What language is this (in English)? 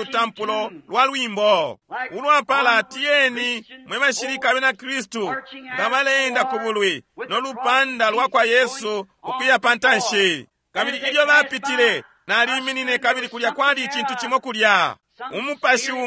Bemba